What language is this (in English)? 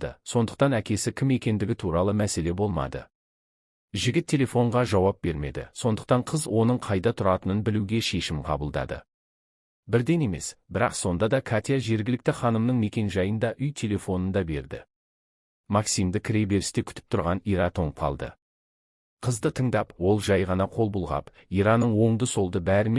Kazakh